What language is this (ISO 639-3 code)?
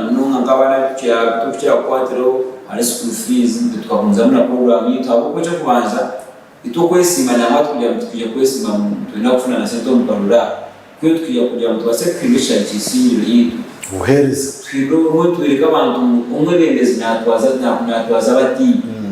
nyn